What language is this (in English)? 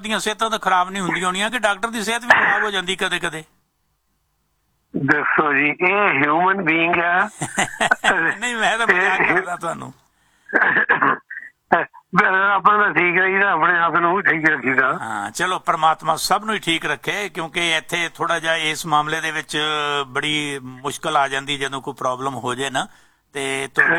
Punjabi